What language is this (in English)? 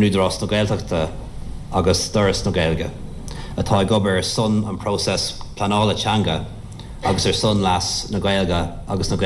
Irish